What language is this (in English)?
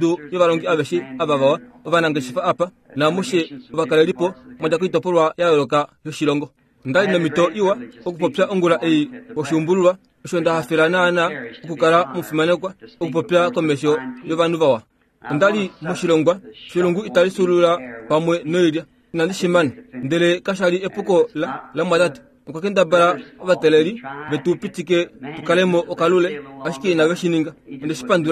Kuanyama